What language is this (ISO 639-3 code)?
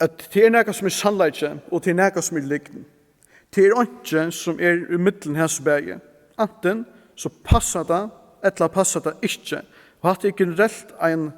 fao